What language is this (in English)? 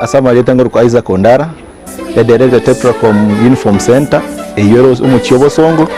Gusii